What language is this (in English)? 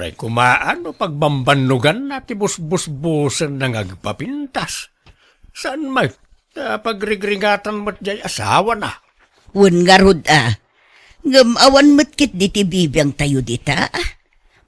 Iloko